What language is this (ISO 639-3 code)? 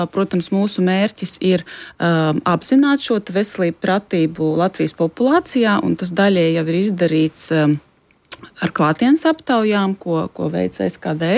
lav